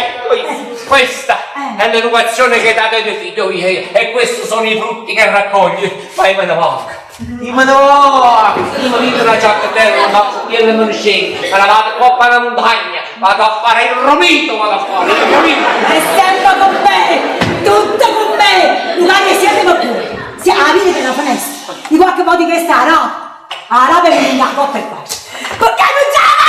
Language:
Neapolitan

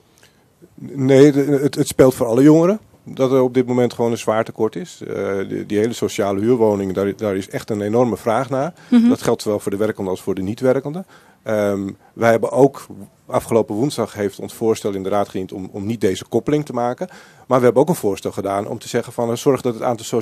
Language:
Dutch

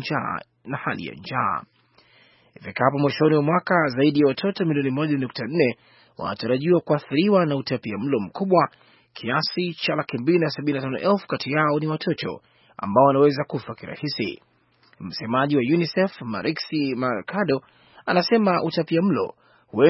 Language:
Swahili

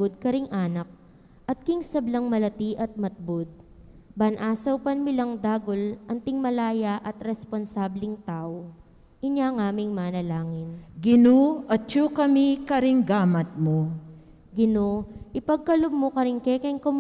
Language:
Pampanga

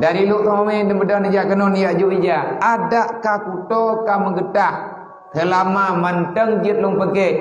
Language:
Achinese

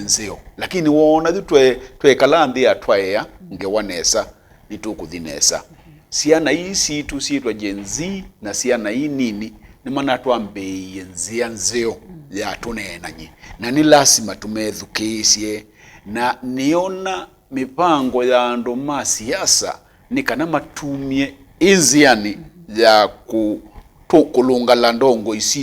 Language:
Kamba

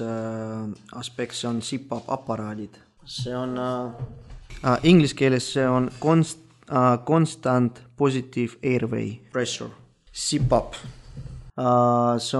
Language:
Estonian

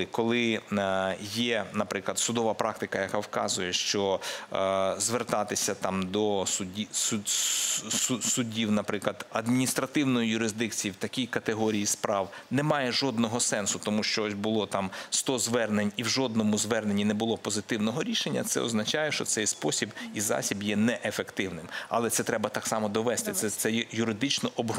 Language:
Ukrainian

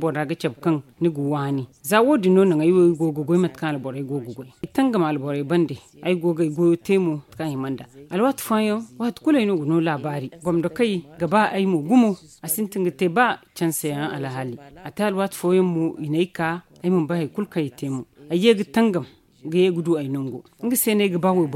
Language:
Zarma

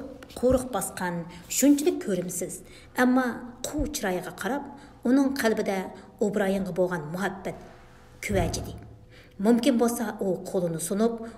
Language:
Uyghur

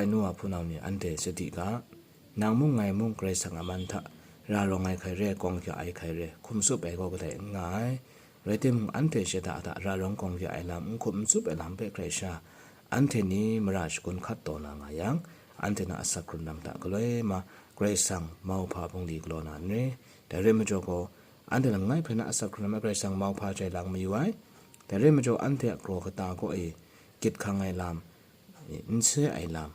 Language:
Kachin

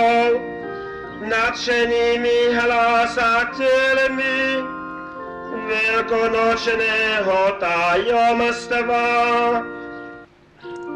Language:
Slovak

